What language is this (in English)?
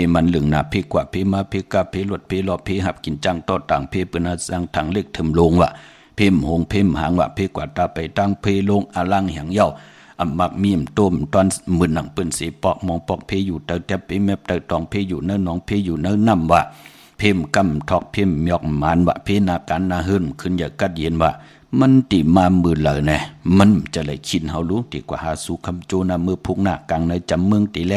Shan